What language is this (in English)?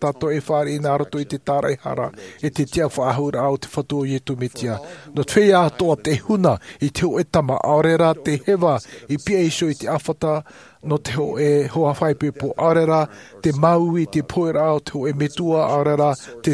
Tahitian